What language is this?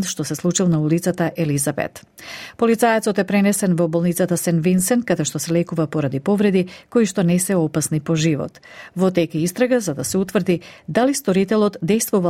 Macedonian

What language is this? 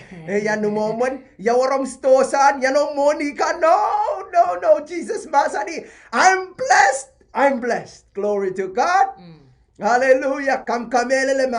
Pohnpeian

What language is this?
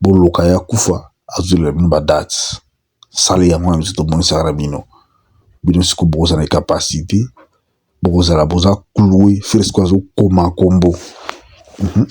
Lingala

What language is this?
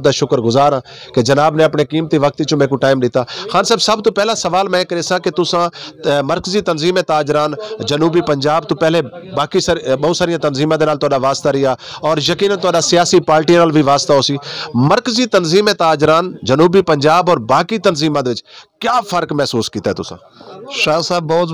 Saraiki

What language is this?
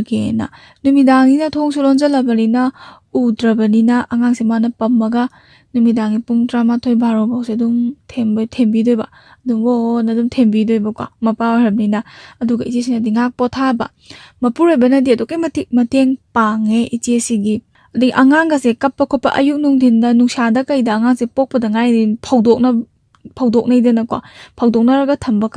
Manipuri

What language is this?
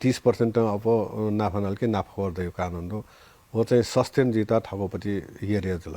Newari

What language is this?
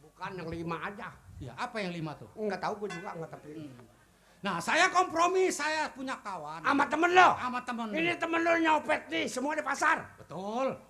Betawi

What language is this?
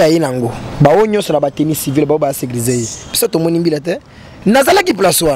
Lingala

